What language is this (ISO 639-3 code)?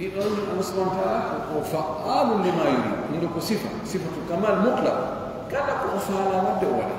fuf